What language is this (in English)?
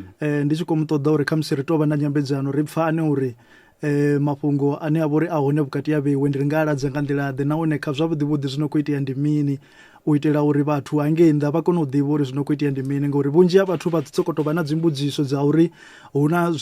Venda